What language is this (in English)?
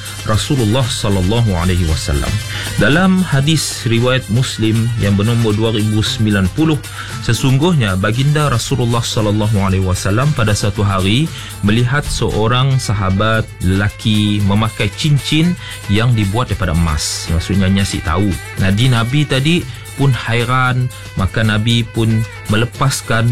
Malay